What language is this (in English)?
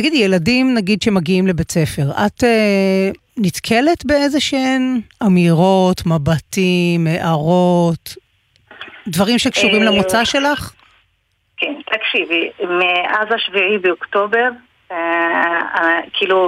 Hebrew